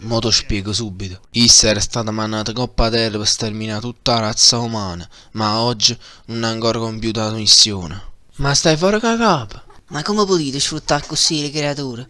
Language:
Neapolitan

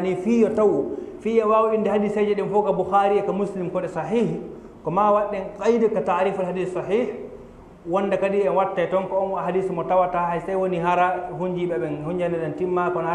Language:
Fula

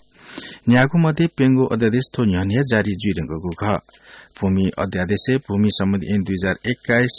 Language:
Newari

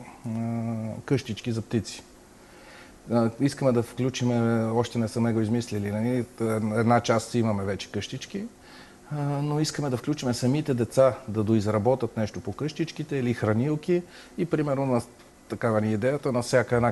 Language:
Bulgarian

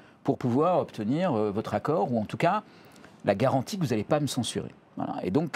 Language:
French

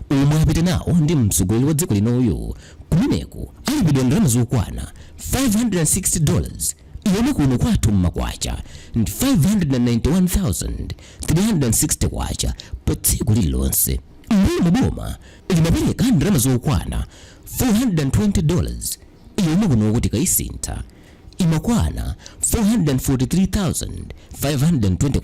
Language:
Nyanja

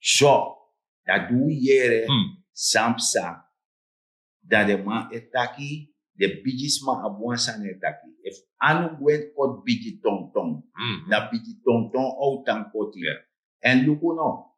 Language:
Sranan Tongo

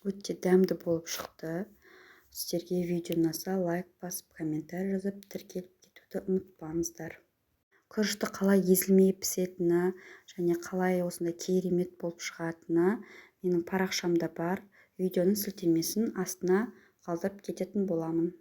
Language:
Kazakh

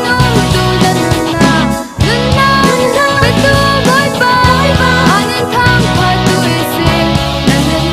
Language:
Falam Chin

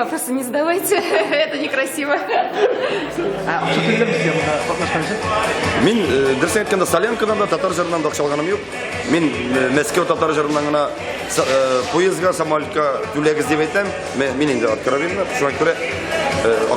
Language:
Tatar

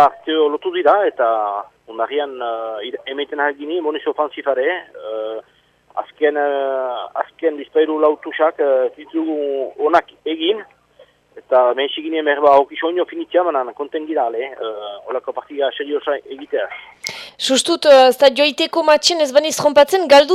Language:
Basque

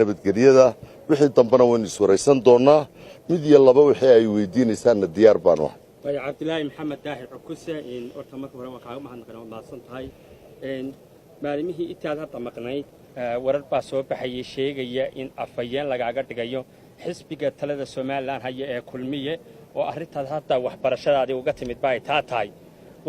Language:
Somali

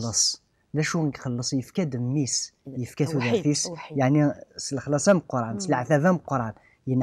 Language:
Kabyle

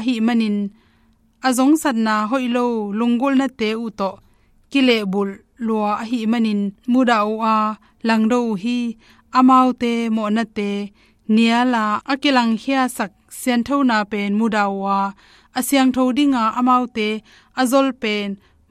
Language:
Tedim Chin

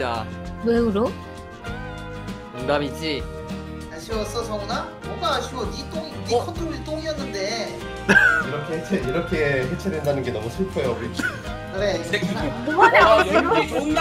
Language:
Korean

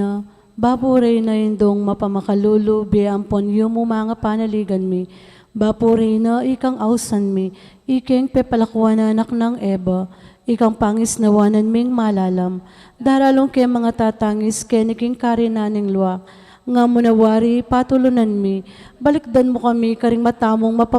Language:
Pampanga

